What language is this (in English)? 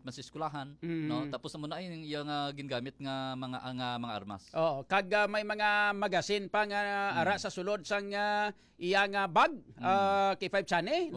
Hiligaynon